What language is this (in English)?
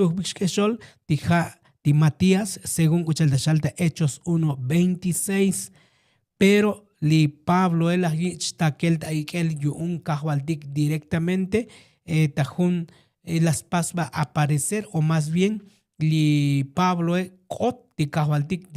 Tzotzil